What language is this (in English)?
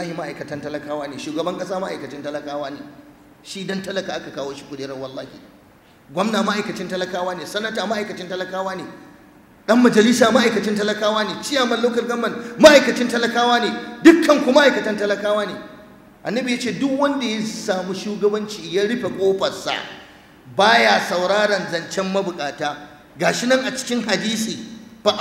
Hausa